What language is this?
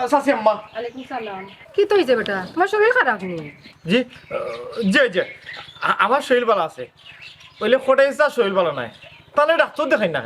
Sylheti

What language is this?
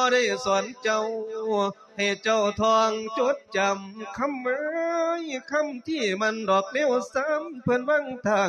Lao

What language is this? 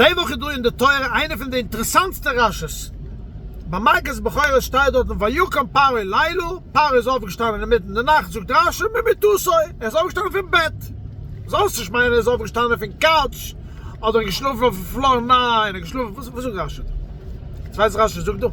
Yiddish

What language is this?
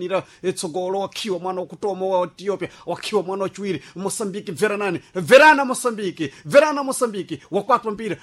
Sena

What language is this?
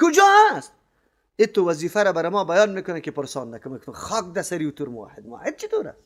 Persian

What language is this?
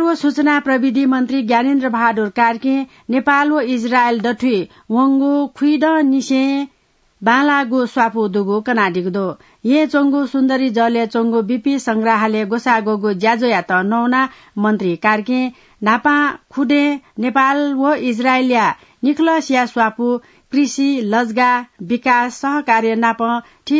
Newari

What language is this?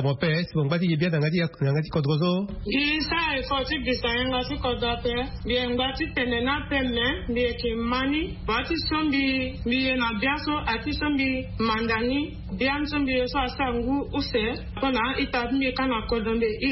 Sango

